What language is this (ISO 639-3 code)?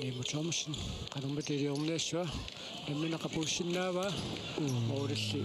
kal